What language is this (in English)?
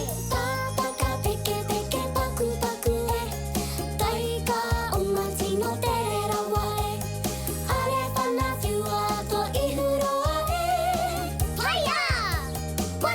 Māori